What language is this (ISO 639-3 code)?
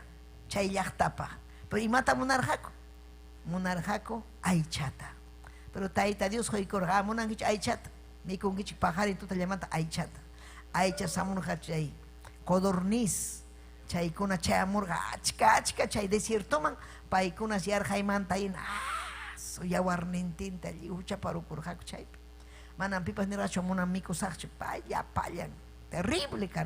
quy